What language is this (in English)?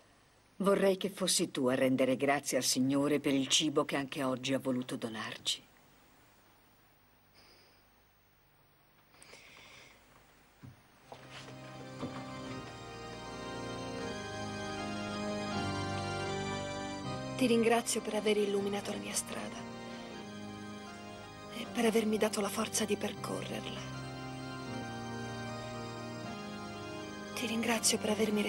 Italian